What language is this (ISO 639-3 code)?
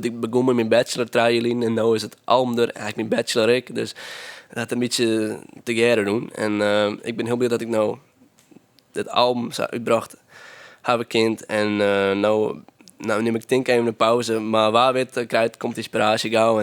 fry